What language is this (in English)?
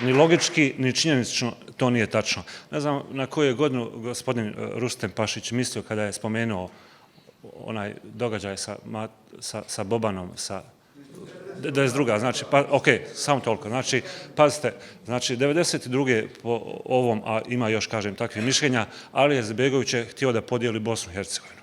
Bosnian